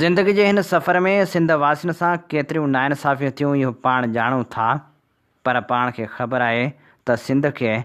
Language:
Sindhi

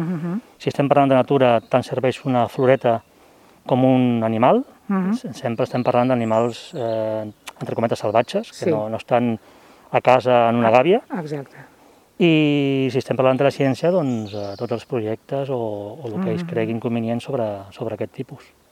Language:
Catalan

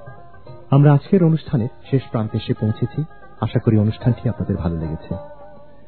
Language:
Bangla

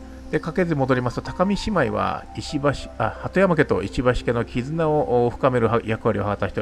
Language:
Japanese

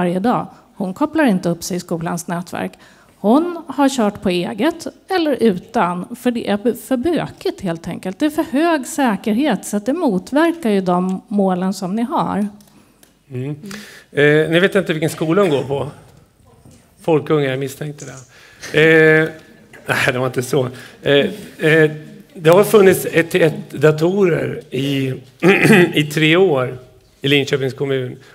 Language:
Swedish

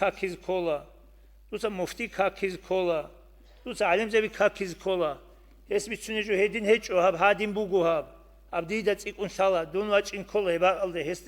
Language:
Avaric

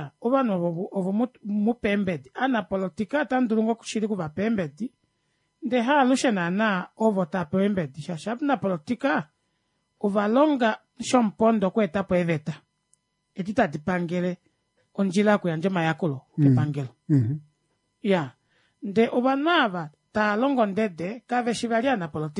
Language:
Kuanyama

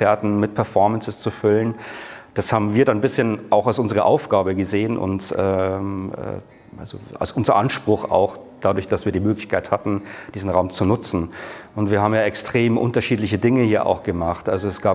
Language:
German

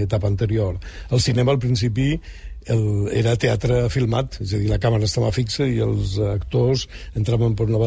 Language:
Catalan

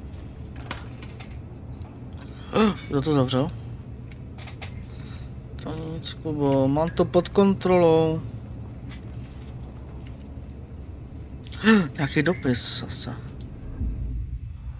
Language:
Czech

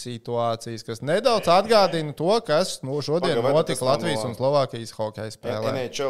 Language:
Latvian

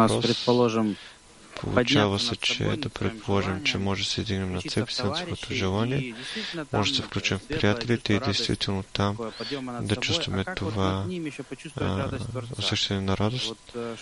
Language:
Bulgarian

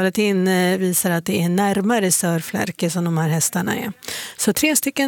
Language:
Swedish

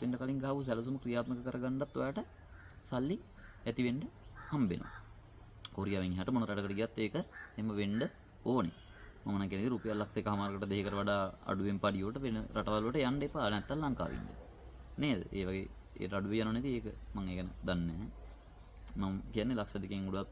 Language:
Sinhala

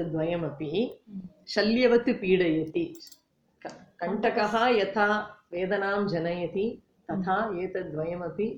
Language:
Sanskrit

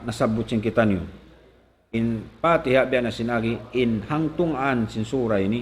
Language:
Tausug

